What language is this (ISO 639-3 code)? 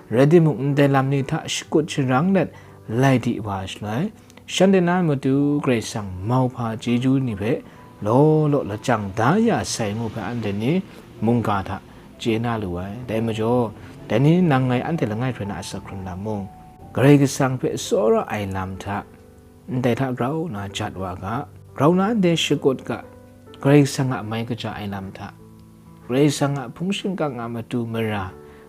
kac